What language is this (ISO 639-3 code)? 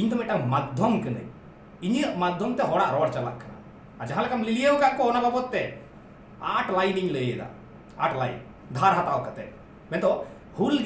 sat